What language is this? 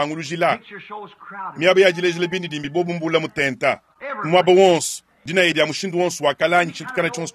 Luba-Lulua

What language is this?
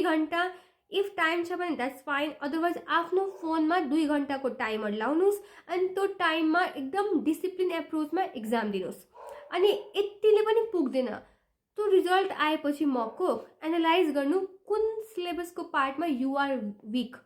Nepali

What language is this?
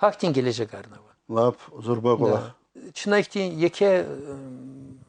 Lezghian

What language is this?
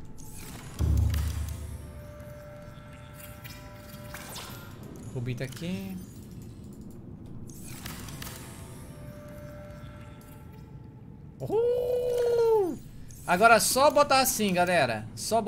Portuguese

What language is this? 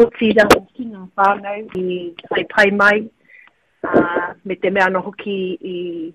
Māori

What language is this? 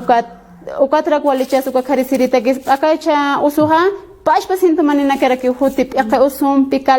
Aymara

